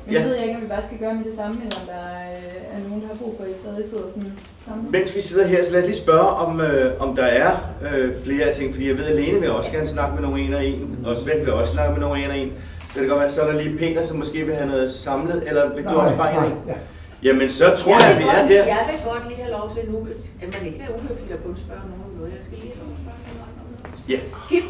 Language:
Danish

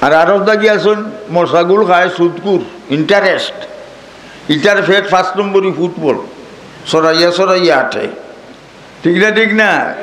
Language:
Sylheti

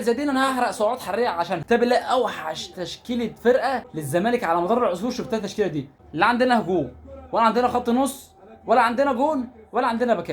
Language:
Egyptian Arabic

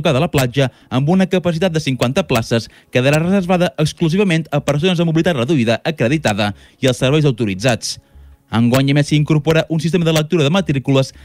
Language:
Catalan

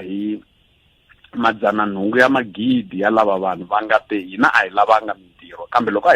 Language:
Tsonga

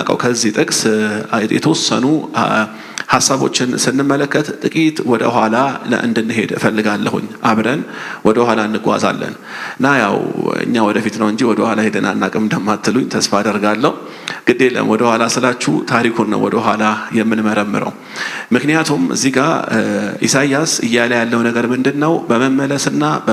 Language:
Amharic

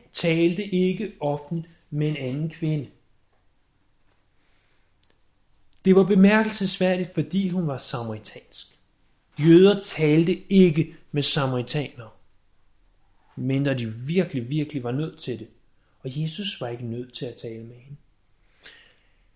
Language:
Danish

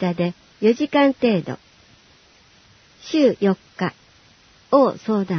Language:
Japanese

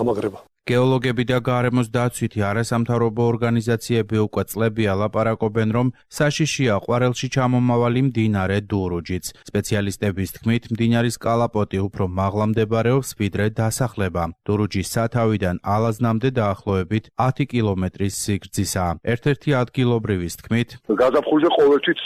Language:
Georgian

